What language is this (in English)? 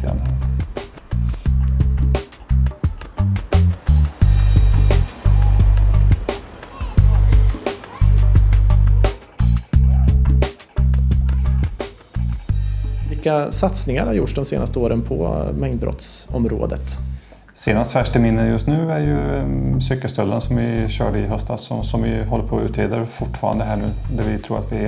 Swedish